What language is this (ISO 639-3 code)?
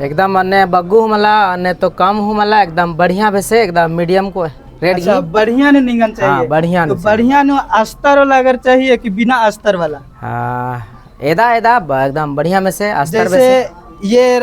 kru